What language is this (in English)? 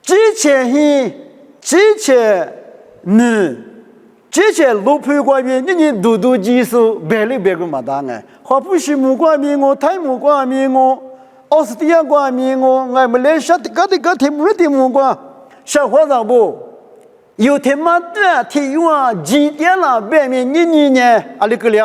Lisu